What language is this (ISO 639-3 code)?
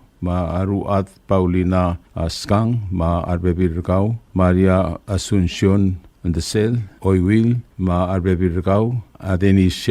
pau